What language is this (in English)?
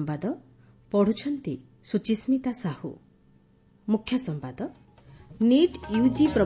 Odia